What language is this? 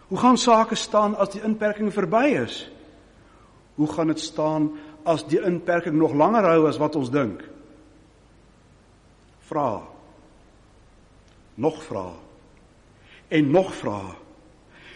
Afrikaans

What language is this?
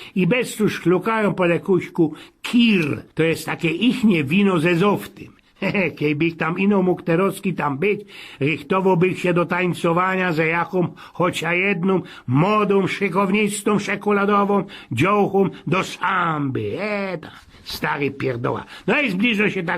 Silesian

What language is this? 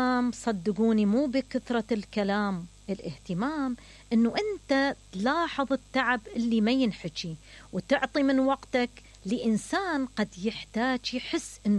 Mesopotamian Arabic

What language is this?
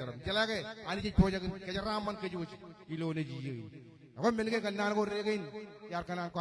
Marshallese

